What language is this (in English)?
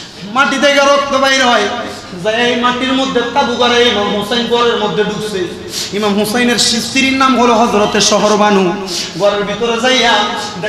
Bangla